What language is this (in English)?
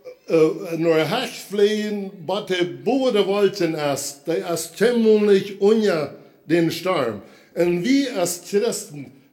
Plautdietsch